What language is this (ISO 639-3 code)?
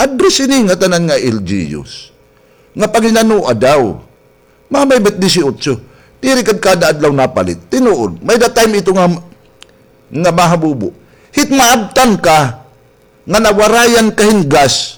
war